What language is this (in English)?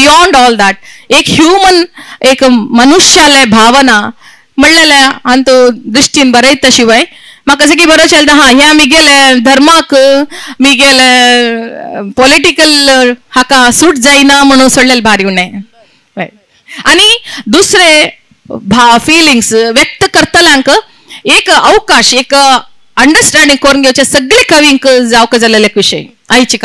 Konkani